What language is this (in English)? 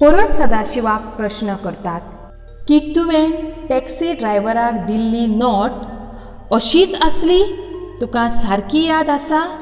Konkani